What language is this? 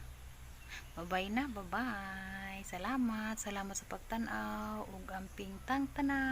Cebuano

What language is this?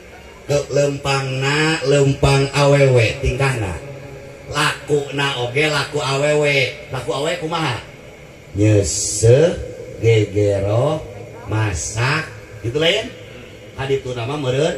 Sundanese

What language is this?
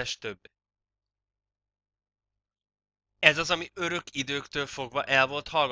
Hungarian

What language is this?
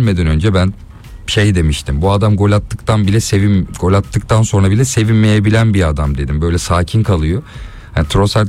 Turkish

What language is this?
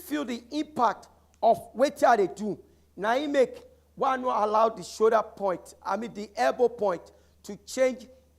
Nigerian Pidgin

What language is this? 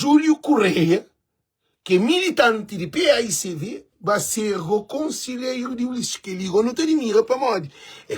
Kabuverdianu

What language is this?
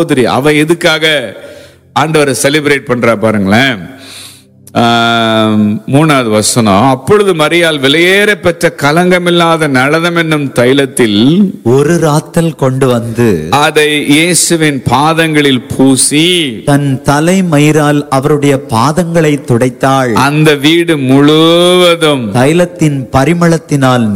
Tamil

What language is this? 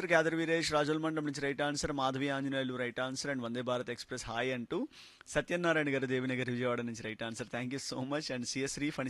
Telugu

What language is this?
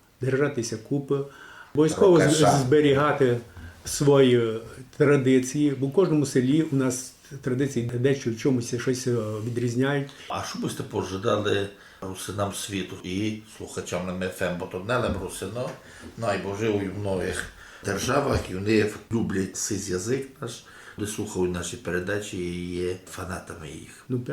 Rusyn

